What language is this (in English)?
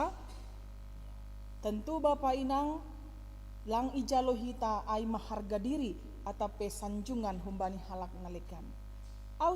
Batak Simalungun